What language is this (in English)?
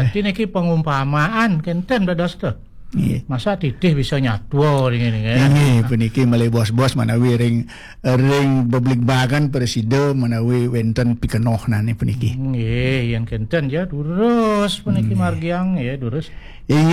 Balinese